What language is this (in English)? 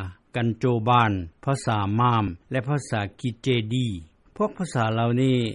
Lao